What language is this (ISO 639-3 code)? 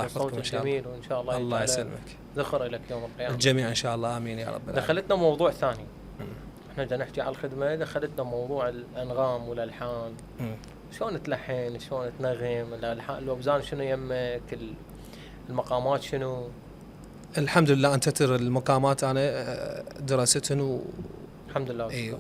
acm